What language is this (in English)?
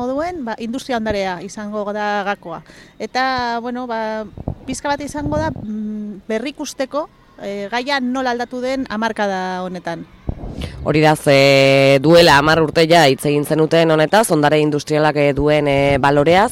Basque